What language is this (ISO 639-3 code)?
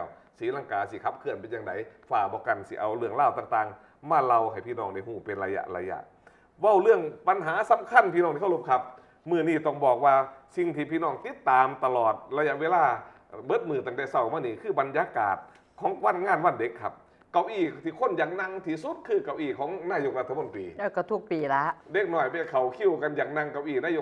tts